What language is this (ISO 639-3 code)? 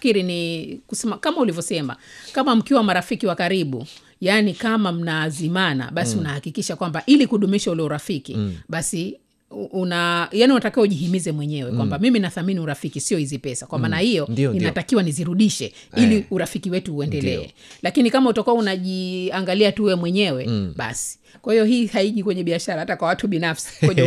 swa